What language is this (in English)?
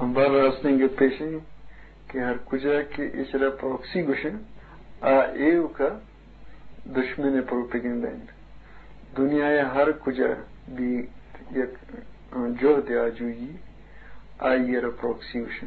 Eastern Balochi